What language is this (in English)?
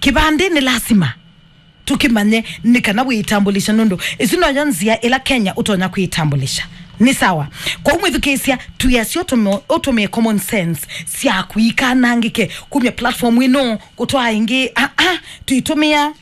Kamba